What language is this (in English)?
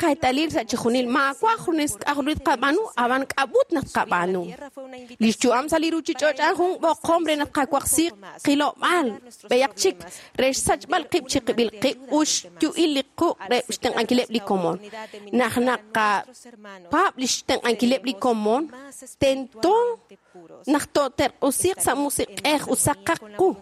Kekchí